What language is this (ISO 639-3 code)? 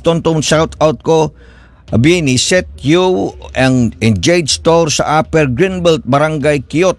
ceb